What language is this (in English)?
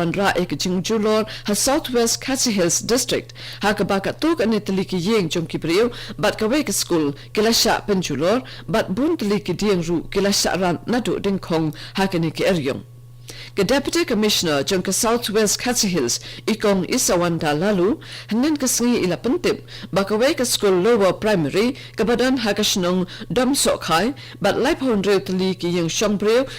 Khasi